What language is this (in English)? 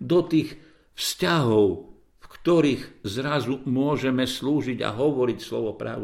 Slovak